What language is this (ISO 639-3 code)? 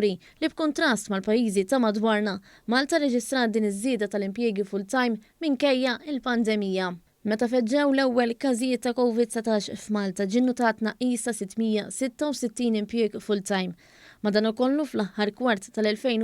mlt